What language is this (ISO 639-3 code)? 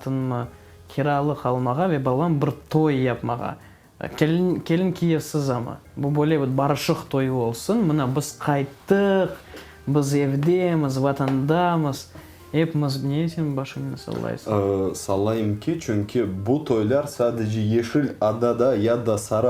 crh